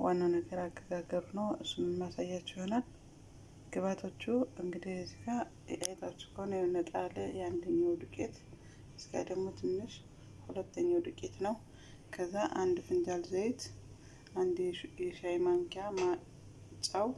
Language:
Amharic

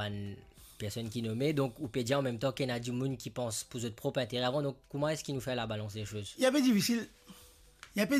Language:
Morisyen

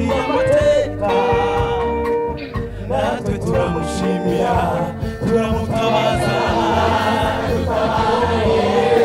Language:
Kinyarwanda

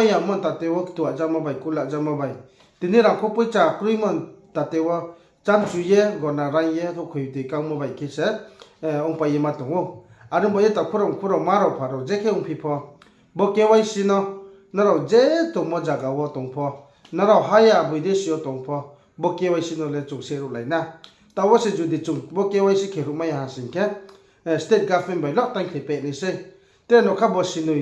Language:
Riang (India)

